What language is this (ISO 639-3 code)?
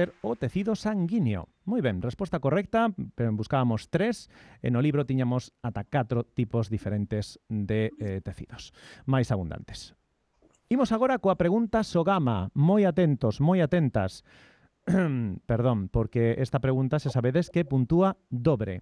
glg